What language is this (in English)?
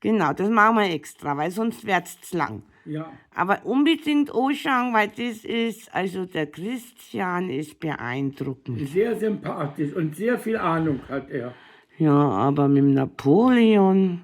Bavarian